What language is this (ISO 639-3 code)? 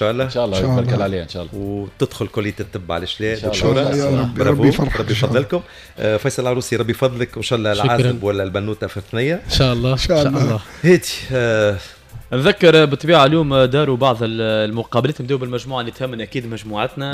aeb